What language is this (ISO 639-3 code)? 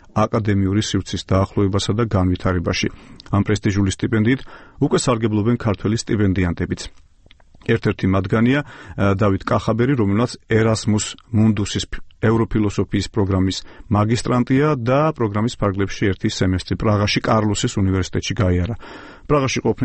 kat